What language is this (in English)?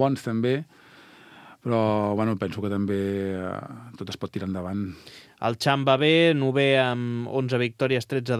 Catalan